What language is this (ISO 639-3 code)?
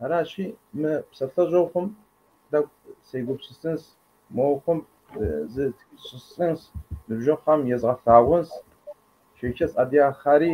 kbd